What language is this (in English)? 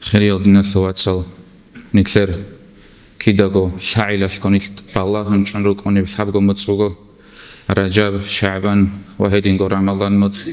Avaric